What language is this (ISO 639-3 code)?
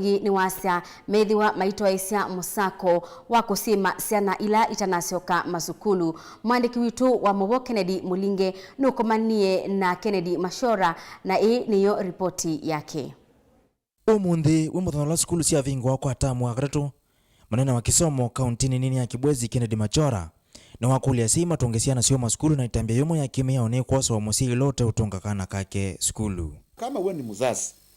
kam